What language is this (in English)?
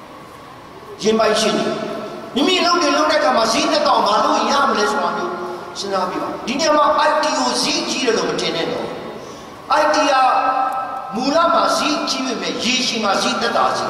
Burmese